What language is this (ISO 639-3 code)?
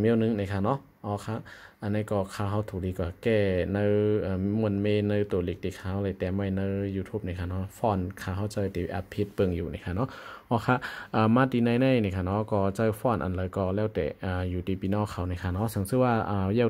shn